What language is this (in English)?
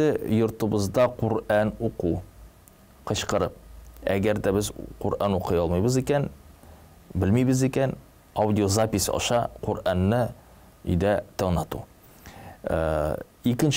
Tatar